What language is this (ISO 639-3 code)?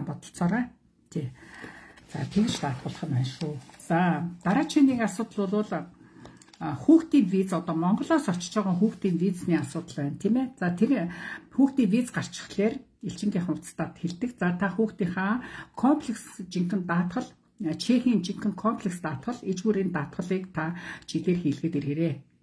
mon